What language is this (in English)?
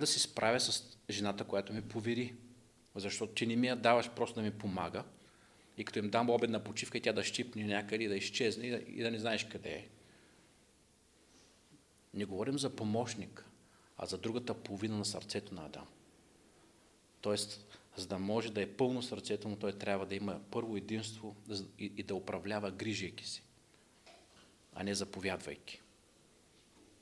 Bulgarian